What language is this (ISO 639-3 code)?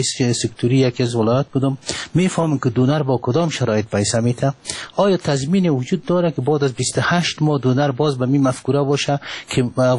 fas